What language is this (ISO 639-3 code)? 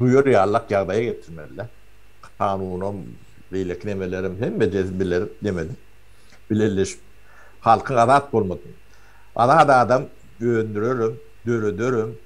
tuk